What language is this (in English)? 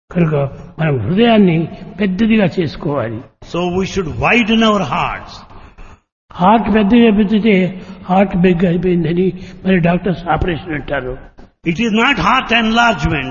Telugu